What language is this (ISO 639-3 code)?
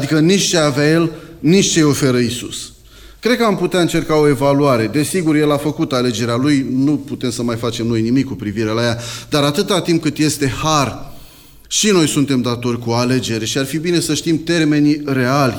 ron